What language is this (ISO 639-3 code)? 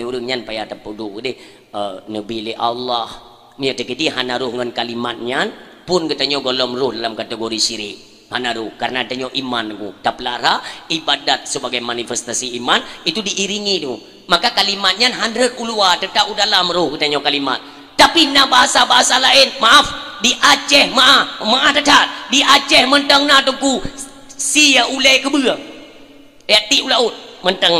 ace